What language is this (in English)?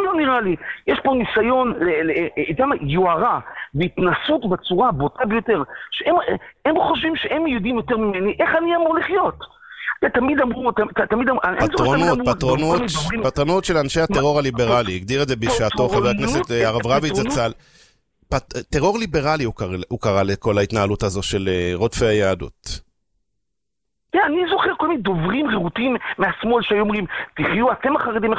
Hebrew